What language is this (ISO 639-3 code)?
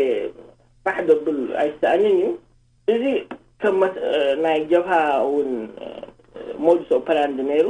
tir